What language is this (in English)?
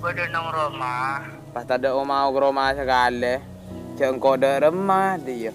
Madurese